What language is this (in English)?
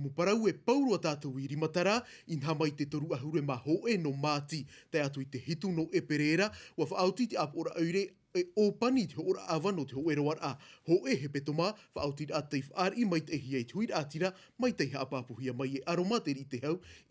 Tahitian